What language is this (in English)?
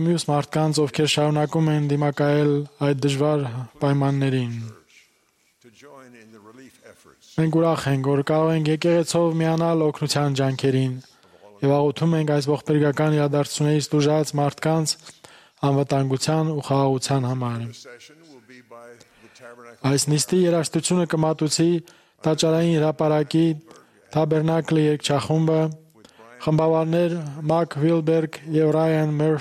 Armenian